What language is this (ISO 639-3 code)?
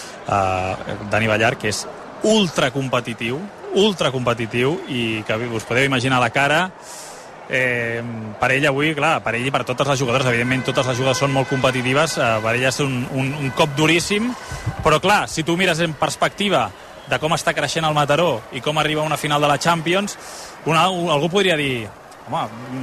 cat